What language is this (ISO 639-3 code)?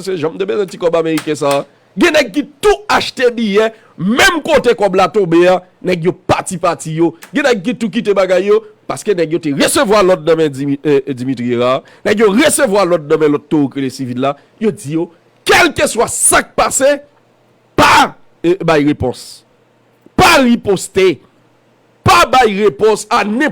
hat